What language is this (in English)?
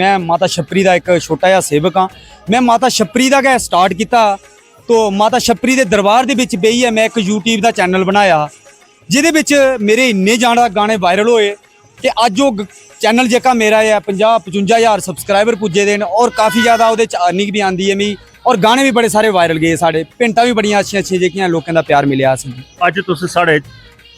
Dogri